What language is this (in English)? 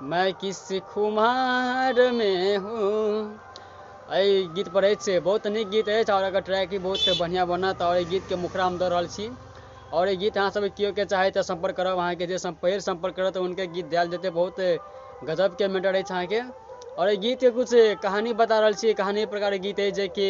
Maithili